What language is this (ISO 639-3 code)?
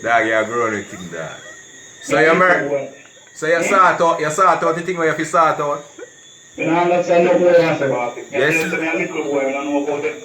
jam